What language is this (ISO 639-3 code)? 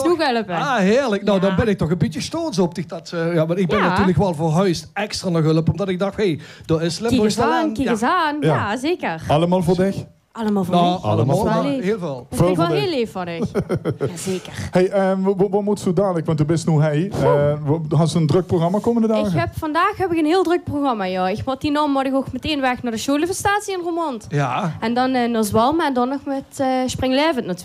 lim